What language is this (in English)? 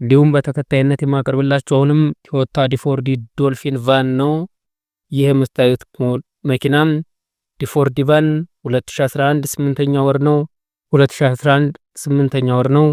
Amharic